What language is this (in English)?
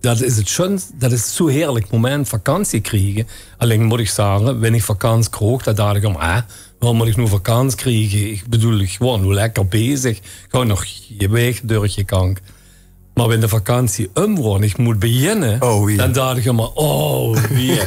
Limburgish